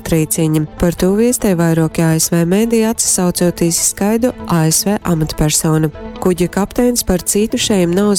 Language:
Latgalian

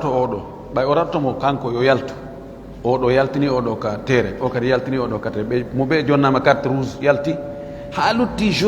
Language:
Fula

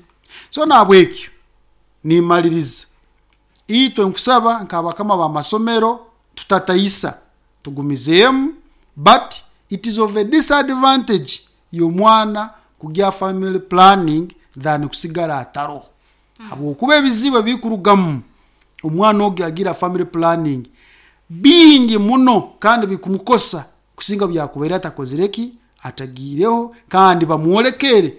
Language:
Nyoro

